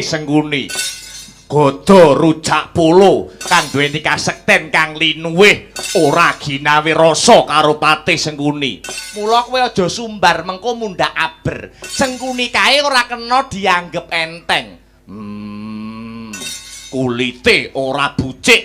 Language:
Javanese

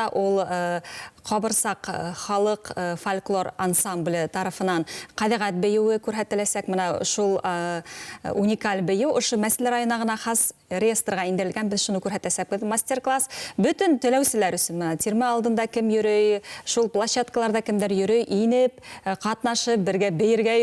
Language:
Bashkir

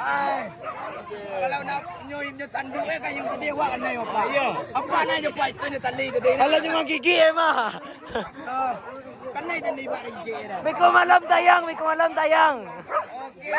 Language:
Minangkabau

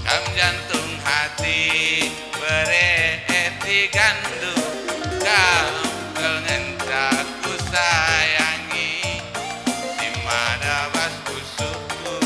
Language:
Batak Karo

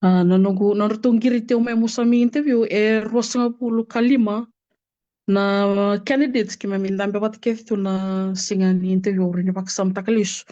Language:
Fijian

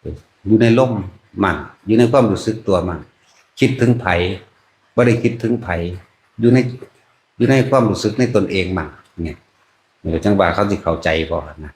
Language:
Northeastern Thai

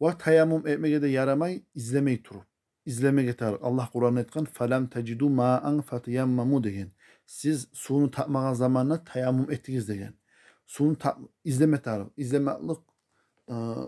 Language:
Kumyk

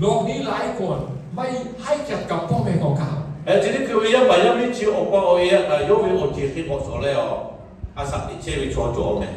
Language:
Lahu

